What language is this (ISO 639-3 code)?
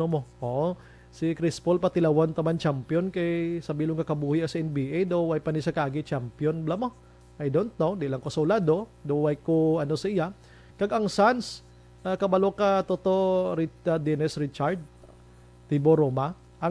hil